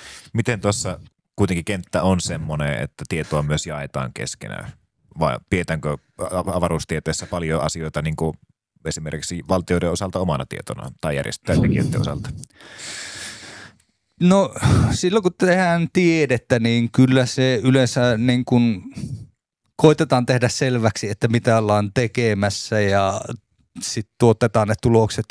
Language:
Finnish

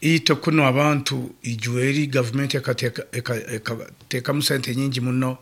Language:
Nyoro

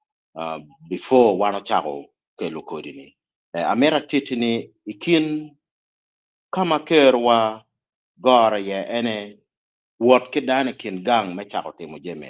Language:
Acoli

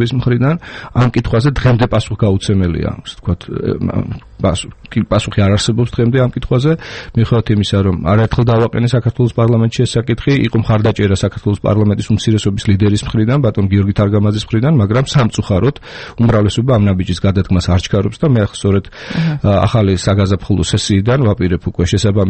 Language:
Georgian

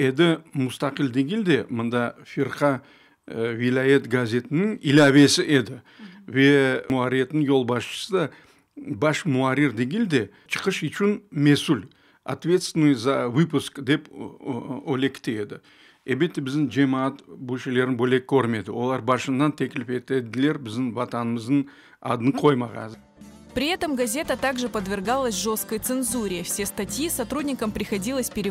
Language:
Crimean Tatar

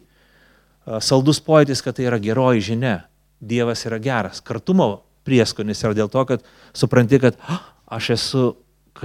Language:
Lithuanian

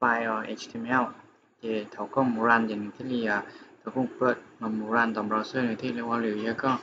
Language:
Hmong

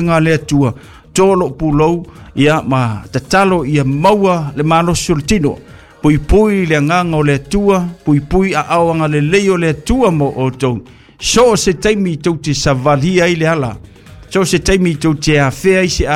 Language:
Samoan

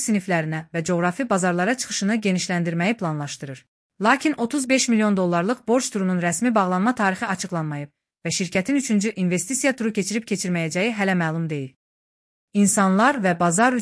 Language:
Azerbaijani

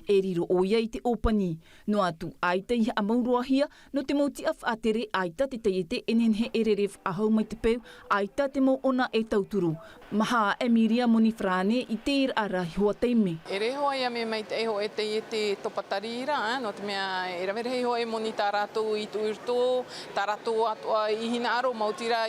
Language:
Tahitian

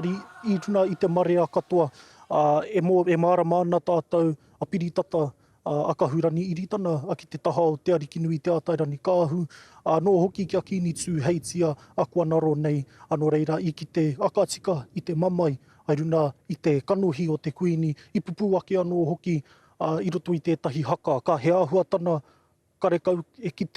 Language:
Māori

